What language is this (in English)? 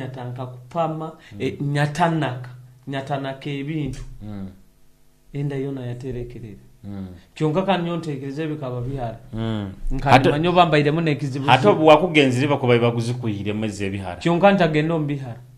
Nyoro